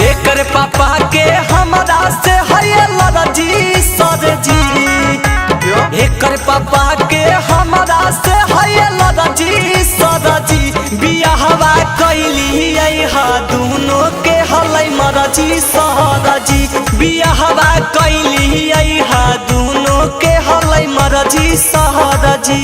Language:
Magahi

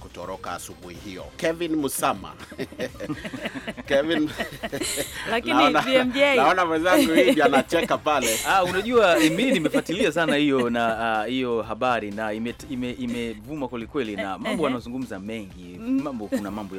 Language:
Swahili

